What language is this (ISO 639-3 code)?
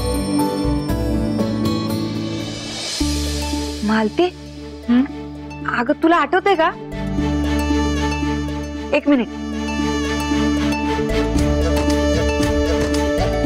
mar